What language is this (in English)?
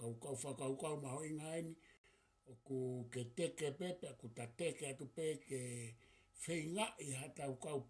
Tongan